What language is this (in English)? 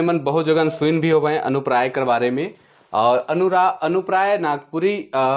Sadri